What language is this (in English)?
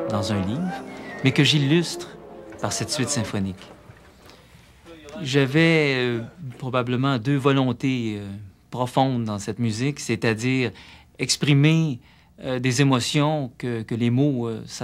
French